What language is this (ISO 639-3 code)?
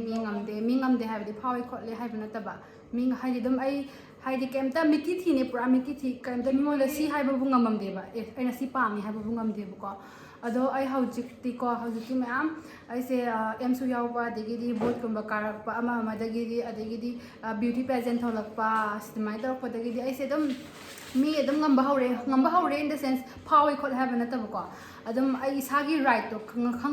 mni